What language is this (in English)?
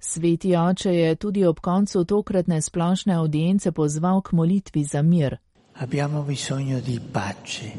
Slovenian